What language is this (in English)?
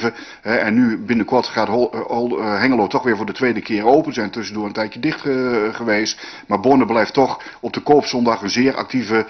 Dutch